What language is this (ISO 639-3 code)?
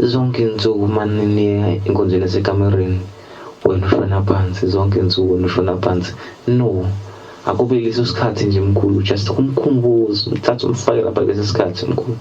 zul